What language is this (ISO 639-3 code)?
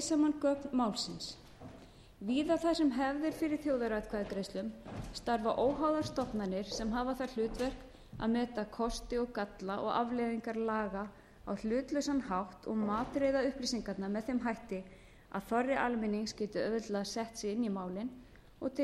isl